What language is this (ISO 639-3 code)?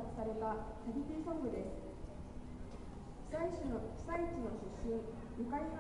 jpn